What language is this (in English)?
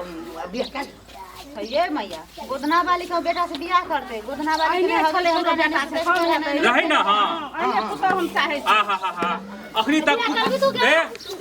Maithili